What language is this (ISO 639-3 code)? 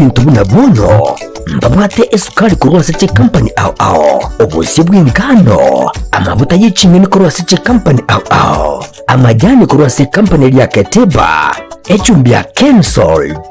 guz